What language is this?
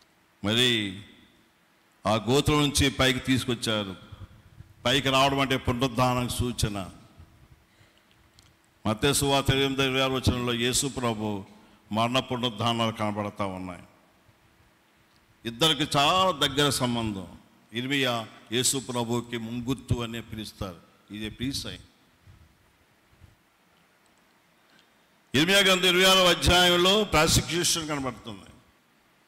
Telugu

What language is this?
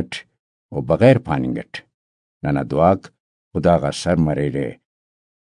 Brahui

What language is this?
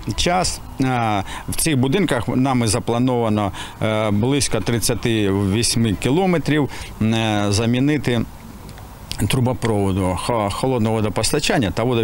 Ukrainian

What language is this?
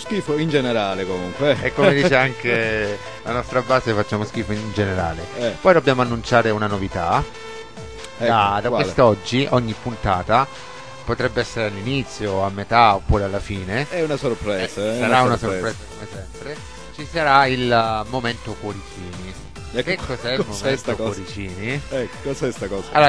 Italian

